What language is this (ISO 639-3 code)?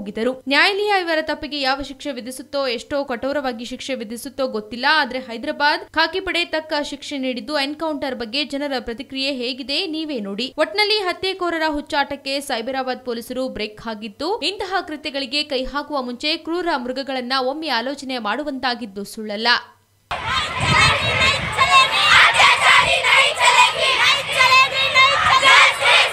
kan